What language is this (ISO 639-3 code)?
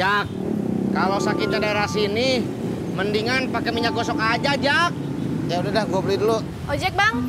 bew